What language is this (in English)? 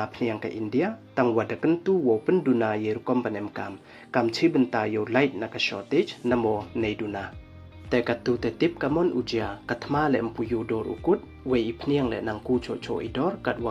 Pnar